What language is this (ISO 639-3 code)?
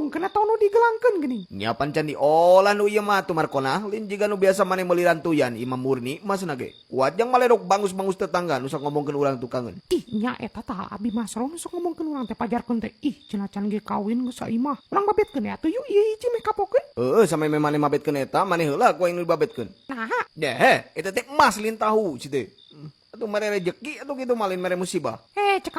sun